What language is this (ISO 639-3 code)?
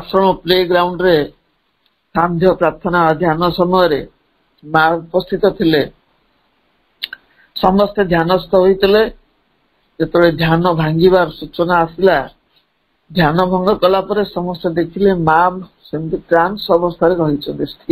ori